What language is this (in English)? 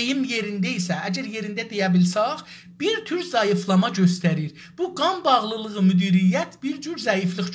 South Azerbaijani